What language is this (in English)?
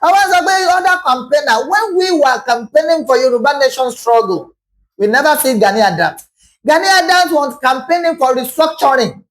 Yoruba